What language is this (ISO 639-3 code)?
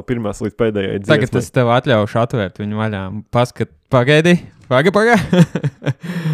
lav